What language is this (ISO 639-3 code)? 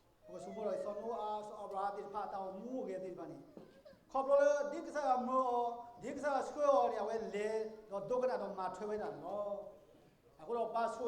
ksw